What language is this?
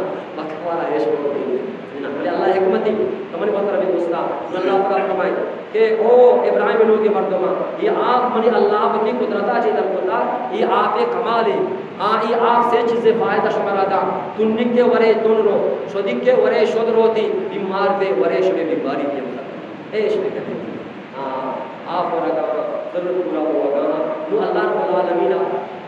Eastern Balochi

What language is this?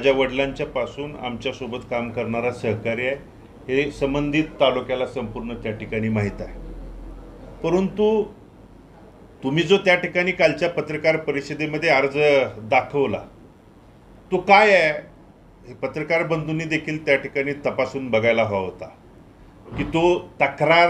Marathi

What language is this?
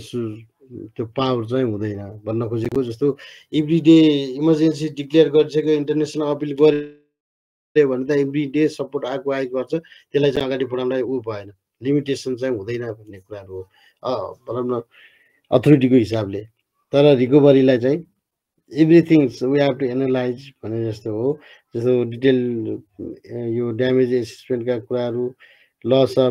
Nepali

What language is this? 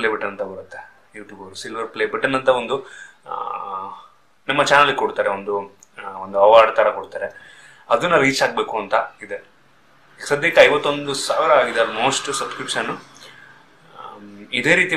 Kannada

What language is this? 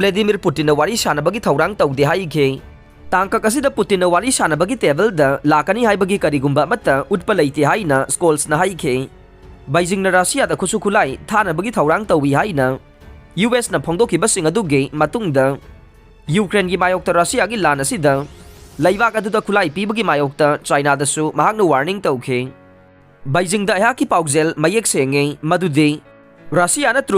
Manipuri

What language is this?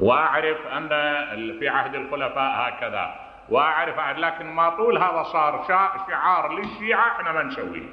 Mesopotamian Arabic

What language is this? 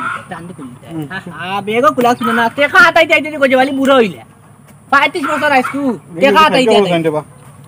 Sylheti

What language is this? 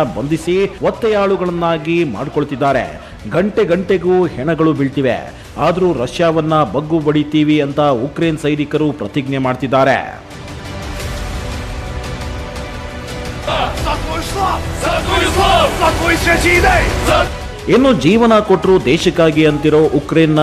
Kannada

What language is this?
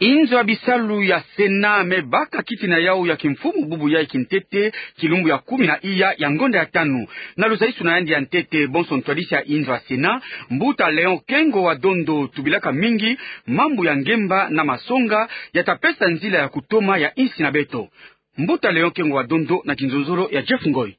Kituba (Democratic Republic of Congo)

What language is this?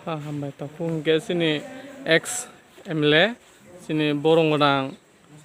Kok Borok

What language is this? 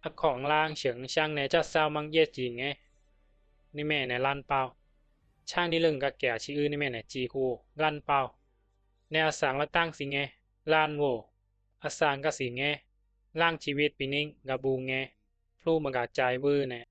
Bisu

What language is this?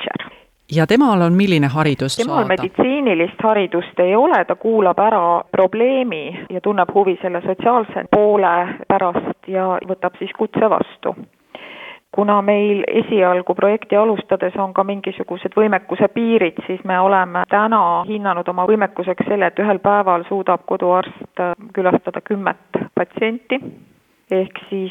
Estonian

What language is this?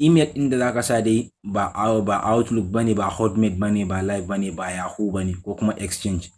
Hausa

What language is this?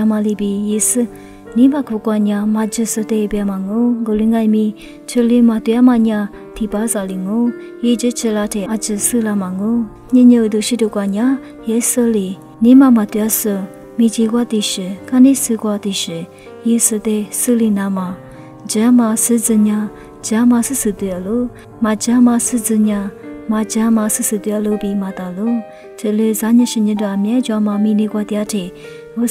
Lisu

